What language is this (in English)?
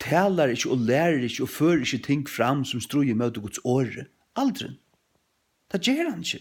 Faroese